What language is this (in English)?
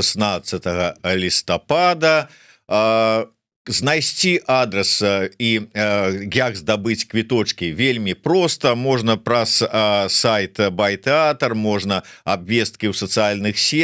Belarusian